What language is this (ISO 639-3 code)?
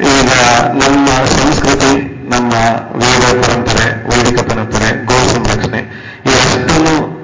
kan